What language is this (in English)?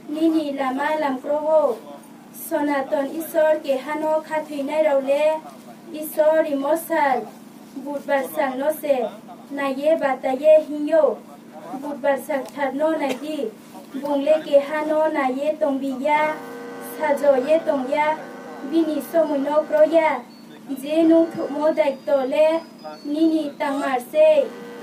Riang (India)